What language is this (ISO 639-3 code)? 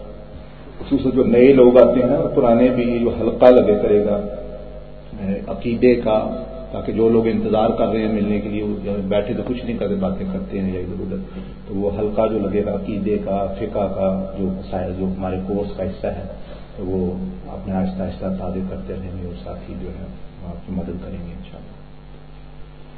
urd